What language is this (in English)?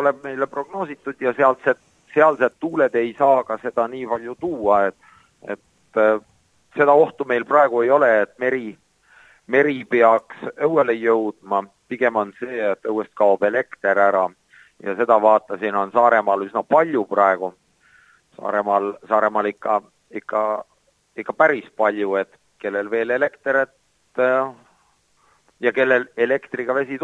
Estonian